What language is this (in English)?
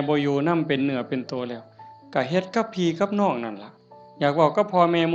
Northeastern Thai